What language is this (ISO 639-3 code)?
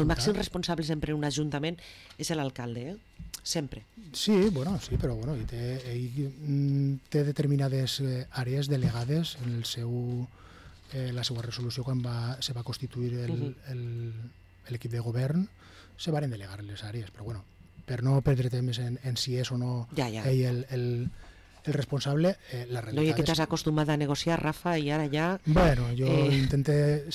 cat